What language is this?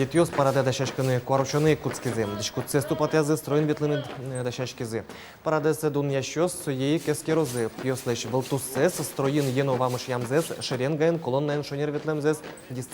Udmurt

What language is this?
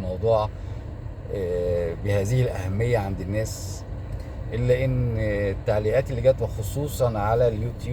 Egyptian Arabic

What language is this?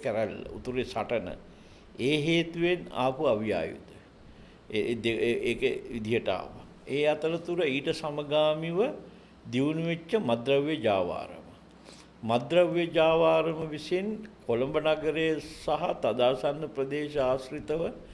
Sinhala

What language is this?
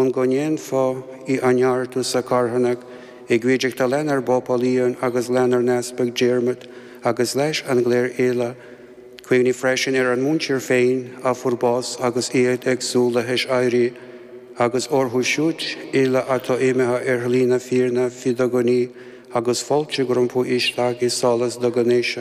Irish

